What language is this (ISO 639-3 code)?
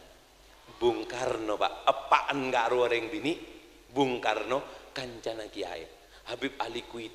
mad